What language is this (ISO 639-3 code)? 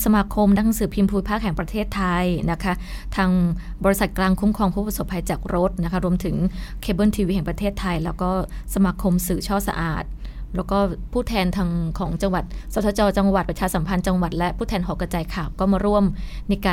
tha